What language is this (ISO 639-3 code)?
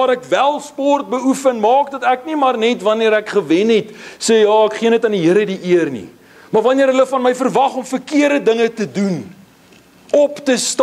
afr